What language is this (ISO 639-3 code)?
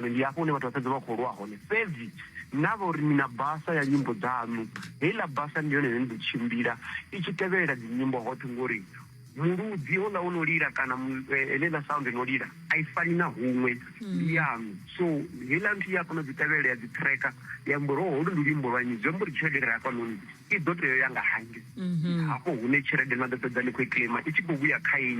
ven